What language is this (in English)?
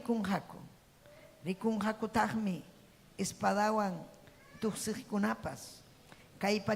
Ayacucho Quechua